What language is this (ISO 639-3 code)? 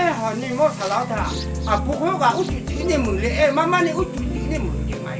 ahk